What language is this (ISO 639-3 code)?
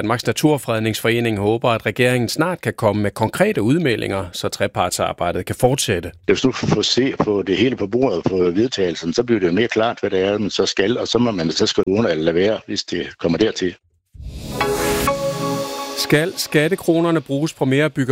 dan